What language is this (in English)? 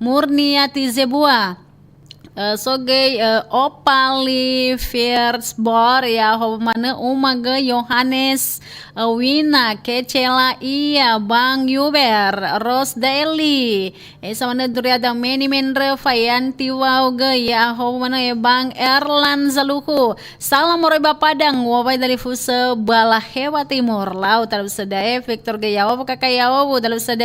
Nias